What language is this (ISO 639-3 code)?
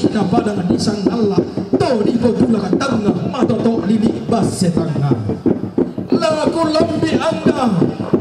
sda